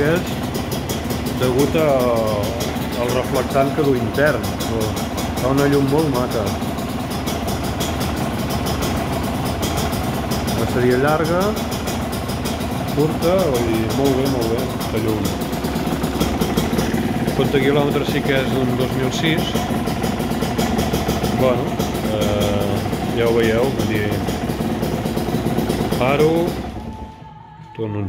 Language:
Catalan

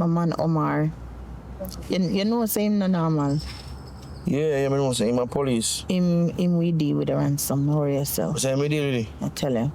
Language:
Jamaican Creole English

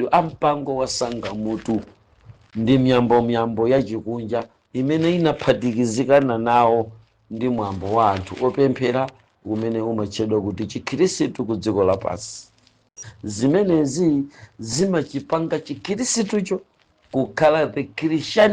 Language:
Nyanja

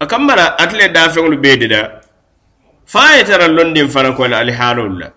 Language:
Mandingo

